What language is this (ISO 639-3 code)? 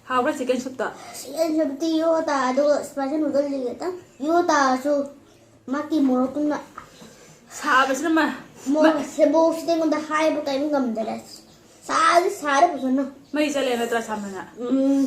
mni